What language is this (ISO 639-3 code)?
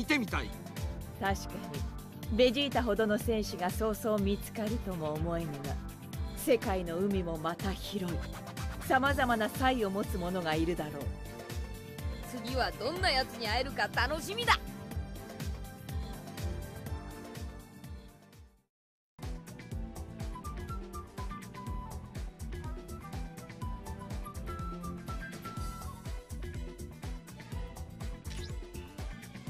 jpn